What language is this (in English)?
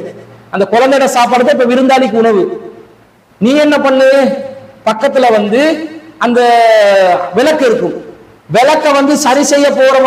Tamil